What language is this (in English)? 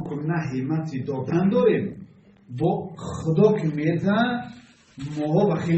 Tajik